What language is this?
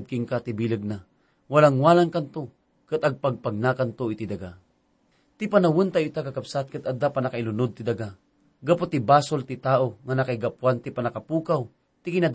Iloko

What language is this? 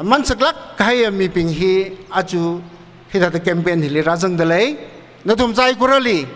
Tangkhul Naga (India)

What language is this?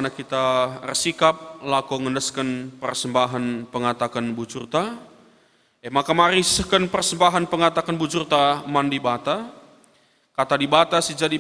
Batak Karo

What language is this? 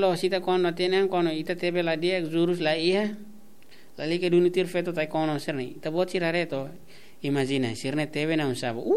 Tetum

